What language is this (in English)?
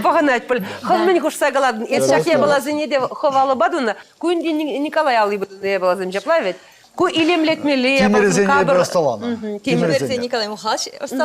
Chuvash